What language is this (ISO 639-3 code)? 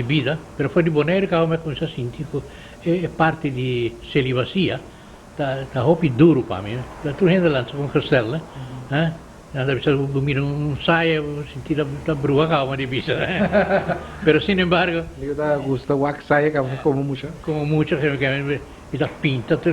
pap